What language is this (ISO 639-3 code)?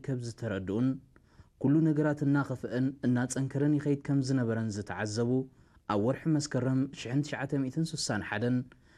tir